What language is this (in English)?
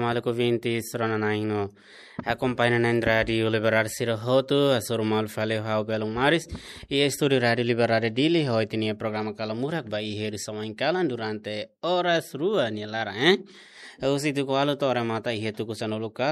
Tetum